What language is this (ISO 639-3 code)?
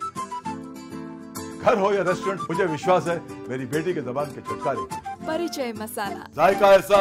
ori